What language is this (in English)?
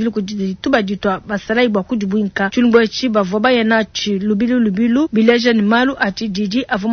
Luba-Lulua